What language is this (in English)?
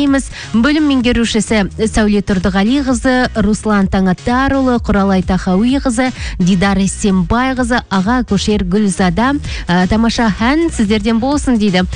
Kazakh